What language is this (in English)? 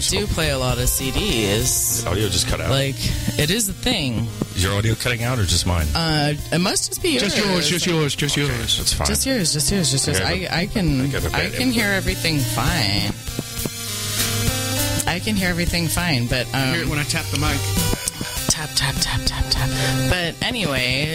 English